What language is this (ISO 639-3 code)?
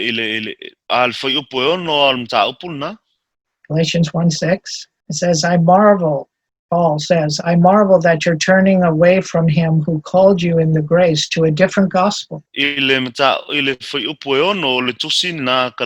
smo